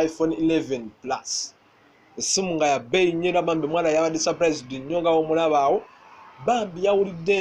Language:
Ganda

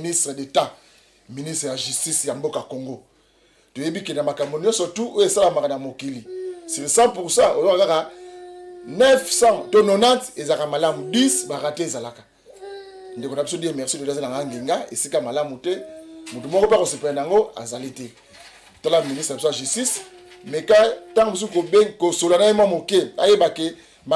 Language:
Lingala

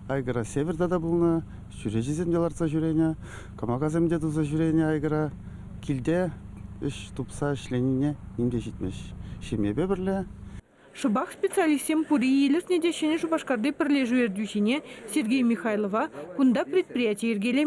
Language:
Chuvash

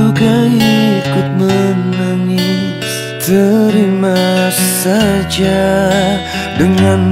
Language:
Indonesian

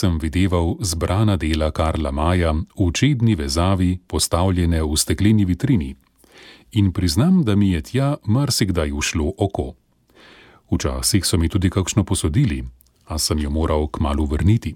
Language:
Slovenian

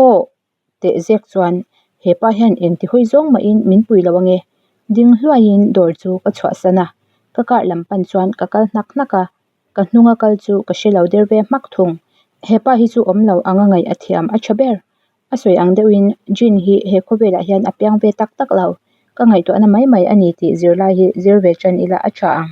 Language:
Mizo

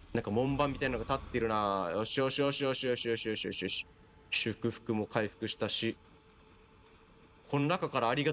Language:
Japanese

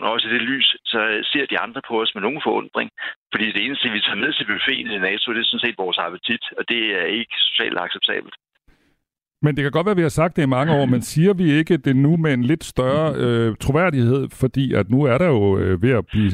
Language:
Danish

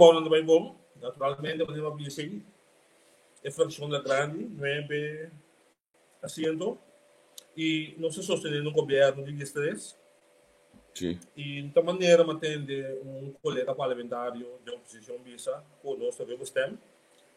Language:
Papiamento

